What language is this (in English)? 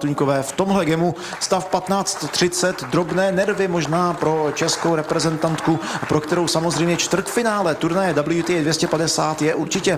Czech